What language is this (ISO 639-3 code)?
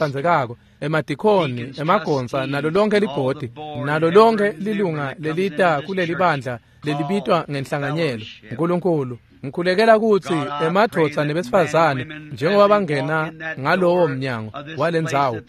ssw